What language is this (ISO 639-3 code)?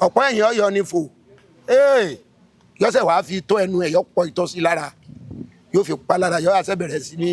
yor